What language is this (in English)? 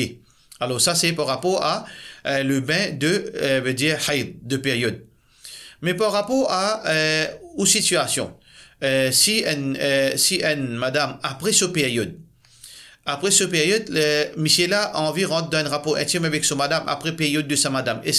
Morisyen